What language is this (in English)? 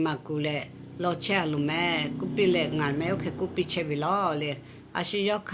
Lahu